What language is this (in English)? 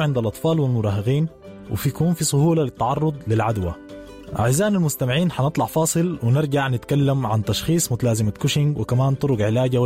Sudanese Arabic